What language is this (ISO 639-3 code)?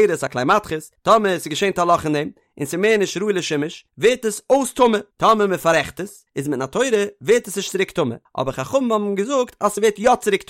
yid